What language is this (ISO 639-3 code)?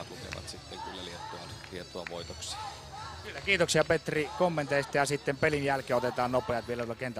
fin